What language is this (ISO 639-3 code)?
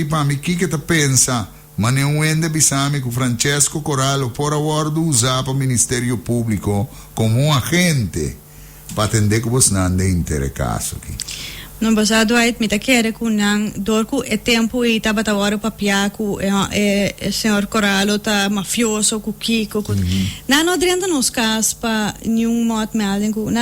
pap